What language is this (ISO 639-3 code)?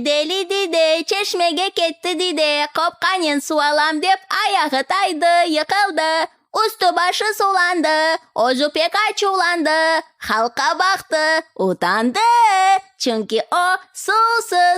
crh